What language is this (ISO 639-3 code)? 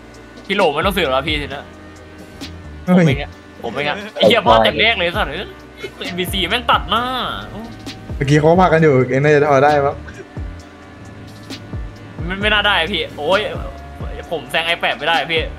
tha